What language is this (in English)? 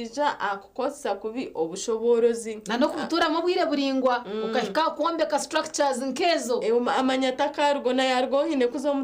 Nyankole